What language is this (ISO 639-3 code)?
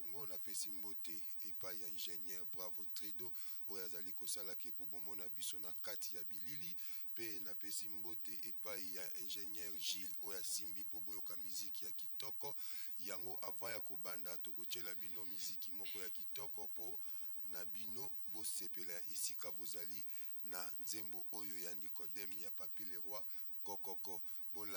lin